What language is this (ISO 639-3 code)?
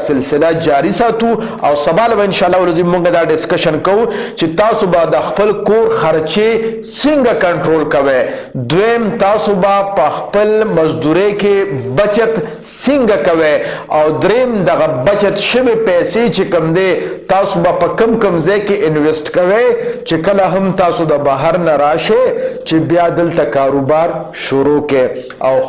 pus